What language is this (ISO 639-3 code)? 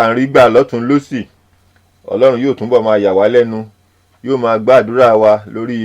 yor